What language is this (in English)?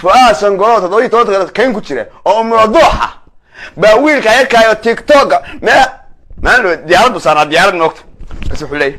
Somali